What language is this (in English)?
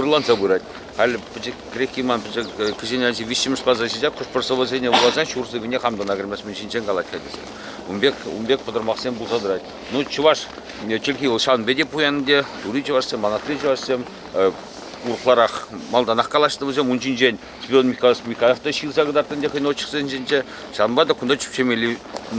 Chuvash